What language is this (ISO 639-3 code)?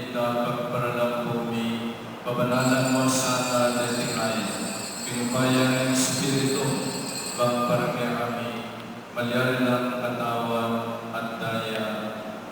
pam